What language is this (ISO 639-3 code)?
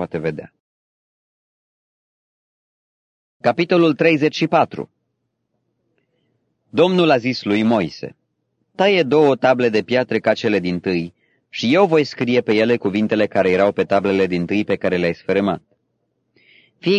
ron